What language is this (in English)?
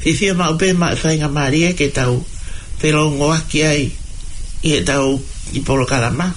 Tongan